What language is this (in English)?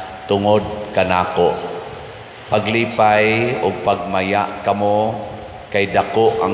Cebuano